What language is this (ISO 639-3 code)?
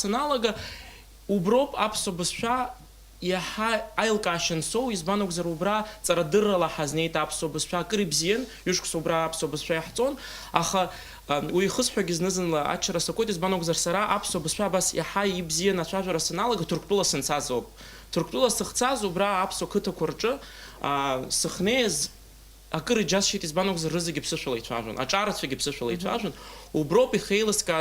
abk